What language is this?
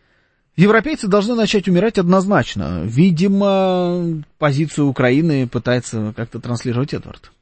Russian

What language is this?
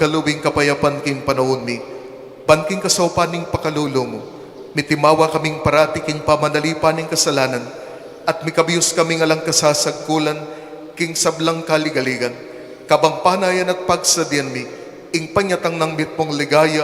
Pampanga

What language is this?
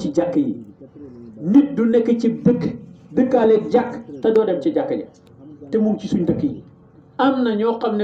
Wolof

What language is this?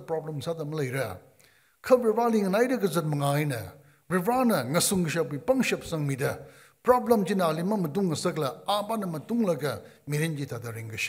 Tangkhul Naga (India)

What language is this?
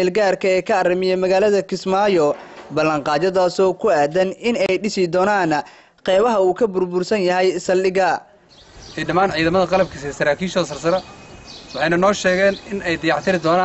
Somali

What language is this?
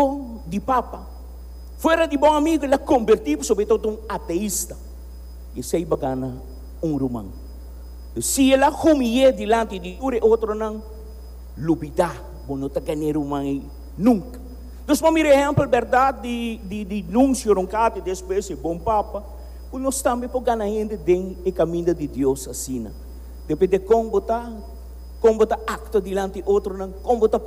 Papiamento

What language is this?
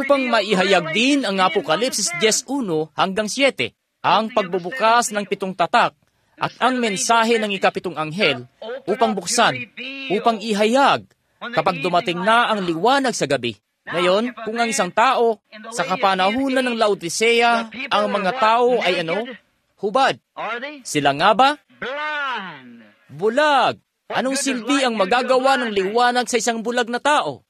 Filipino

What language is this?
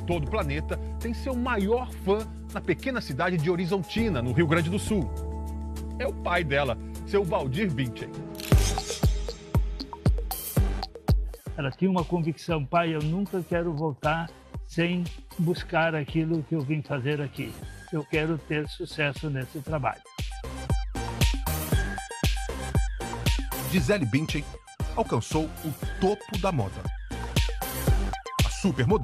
Portuguese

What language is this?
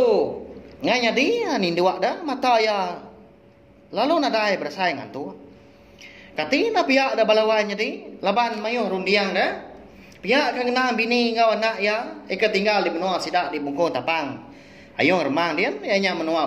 Iban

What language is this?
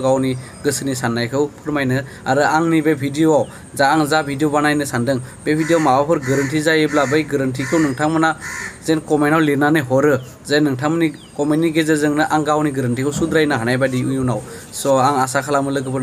Bodo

